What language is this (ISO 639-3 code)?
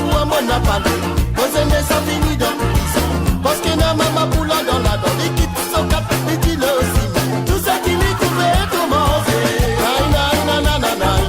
mfe